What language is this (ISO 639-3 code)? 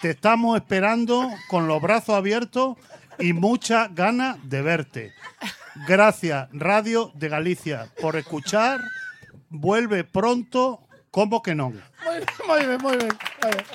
glg